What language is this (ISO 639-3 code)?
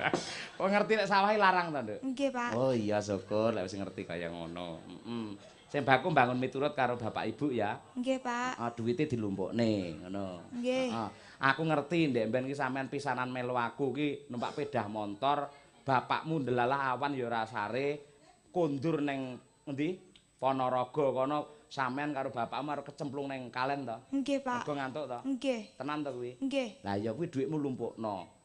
jav